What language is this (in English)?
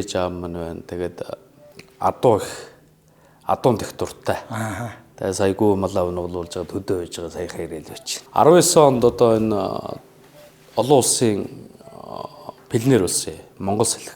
Mongolian